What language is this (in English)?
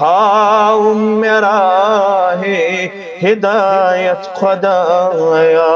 Kashmiri